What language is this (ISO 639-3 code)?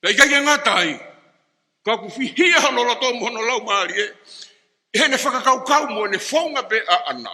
ton